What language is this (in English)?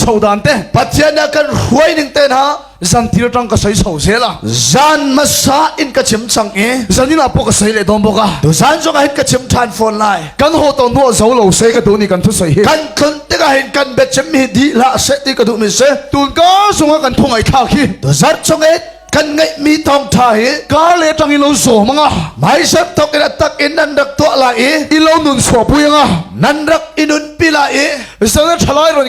Hakha Chin